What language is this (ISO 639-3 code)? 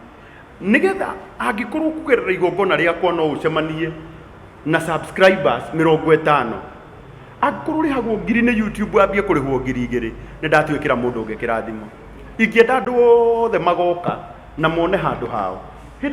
kik